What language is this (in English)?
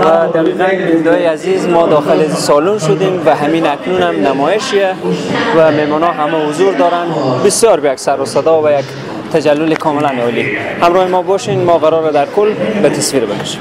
Persian